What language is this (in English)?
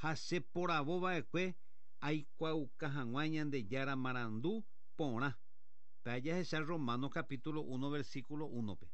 Guarani